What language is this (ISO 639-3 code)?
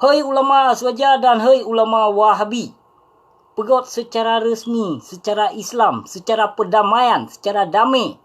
ace